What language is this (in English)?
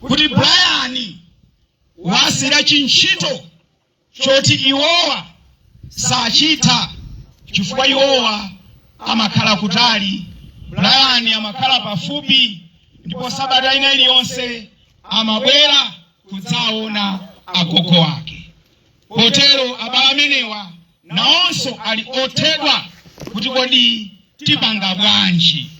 Nyanja